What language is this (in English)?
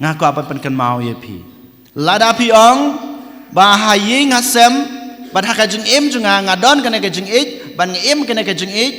Khasi